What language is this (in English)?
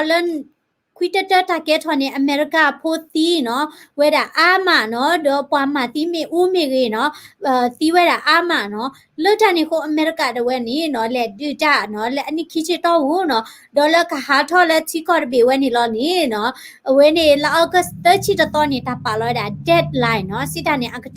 S'gaw Karen